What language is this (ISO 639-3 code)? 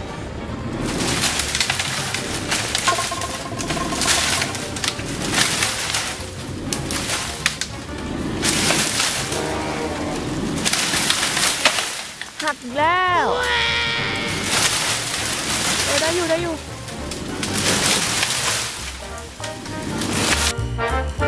tha